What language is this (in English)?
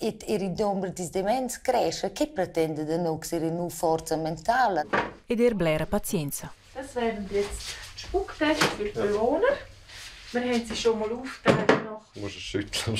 Romansh